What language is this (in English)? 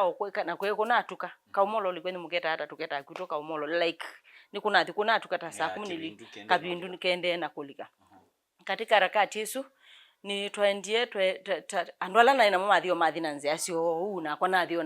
Kamba